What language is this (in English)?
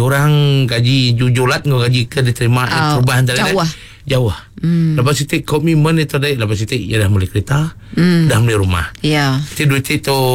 Iban